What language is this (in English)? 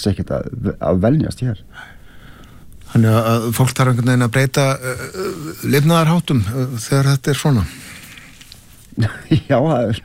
Icelandic